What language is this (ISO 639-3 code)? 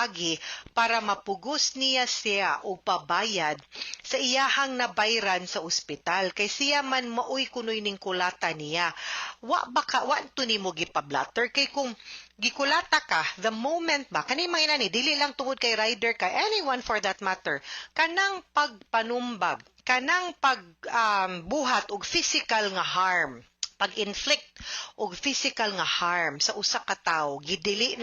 ceb